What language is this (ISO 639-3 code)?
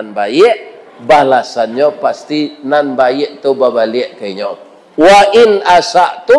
min